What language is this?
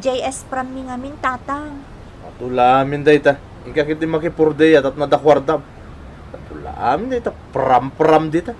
Iloko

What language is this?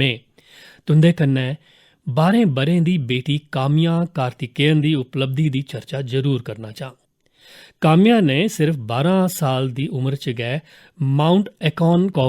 Dogri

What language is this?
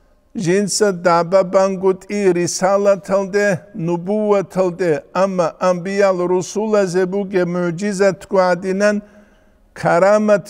Avaric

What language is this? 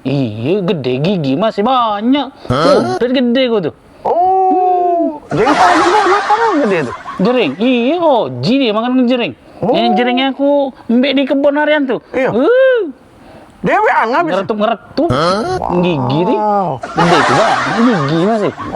Musi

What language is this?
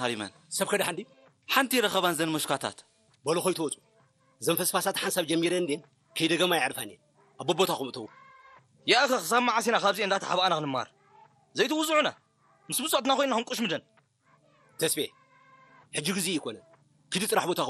Tigrinya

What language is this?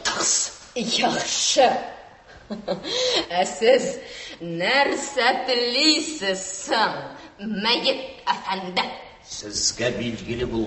Tatar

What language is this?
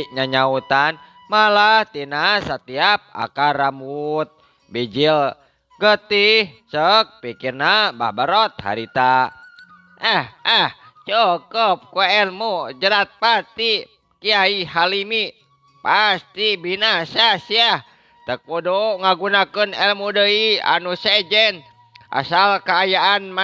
Sundanese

